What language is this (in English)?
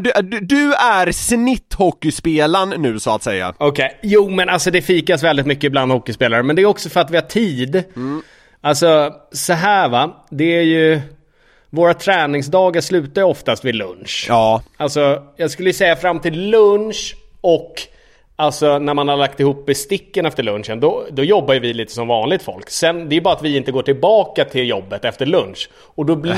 Swedish